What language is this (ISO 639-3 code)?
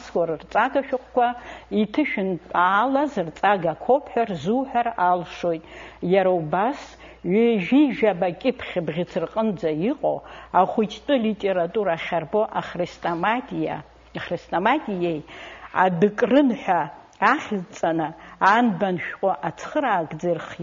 abk